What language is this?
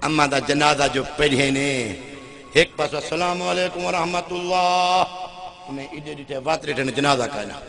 Saraiki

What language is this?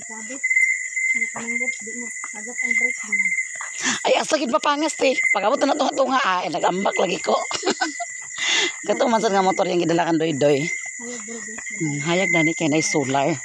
Cebuano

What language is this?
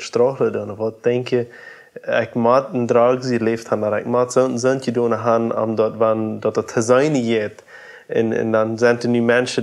Plautdietsch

